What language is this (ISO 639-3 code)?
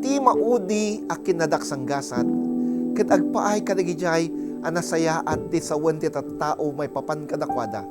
ilo